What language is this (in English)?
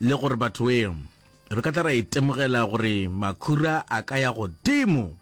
Northern Sotho